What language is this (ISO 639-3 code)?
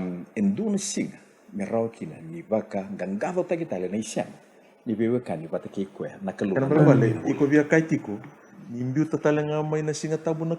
fij